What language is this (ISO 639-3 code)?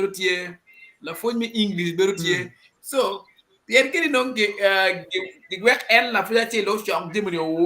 ach